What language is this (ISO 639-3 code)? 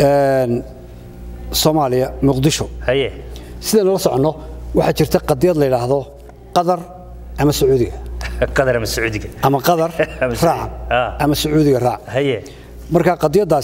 som